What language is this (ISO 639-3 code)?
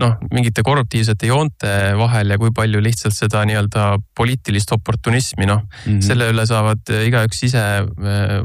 est